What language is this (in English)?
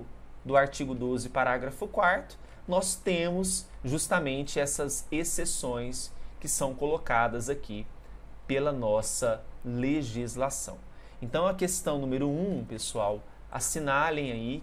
Portuguese